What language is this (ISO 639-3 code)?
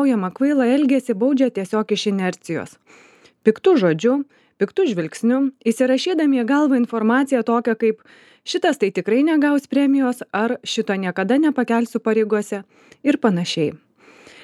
lit